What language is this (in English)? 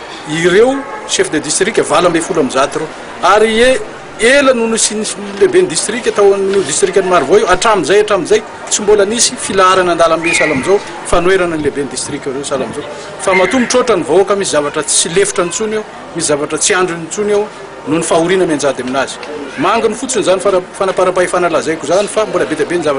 Malagasy